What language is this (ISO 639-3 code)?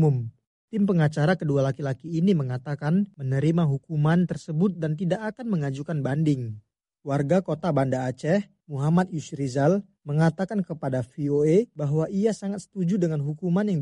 ind